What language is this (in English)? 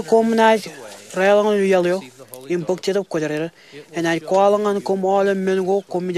Marshallese